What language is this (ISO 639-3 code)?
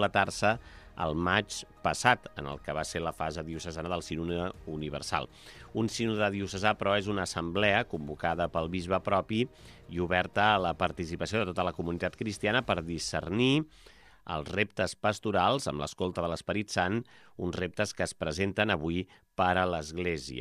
cat